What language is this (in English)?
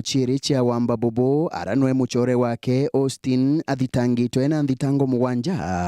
Meru